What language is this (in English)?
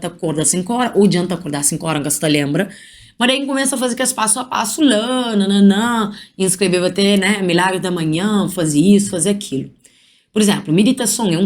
Kabuverdianu